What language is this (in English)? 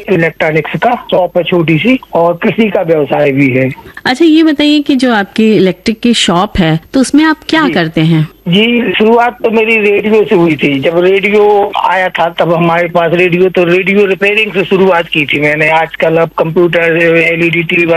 Hindi